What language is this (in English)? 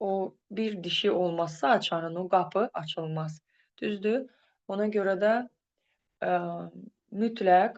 Azerbaijani